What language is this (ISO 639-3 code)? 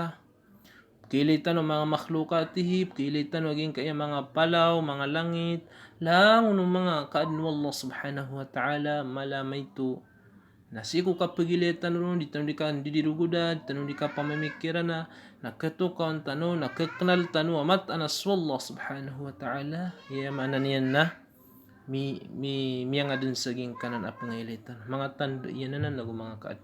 mrw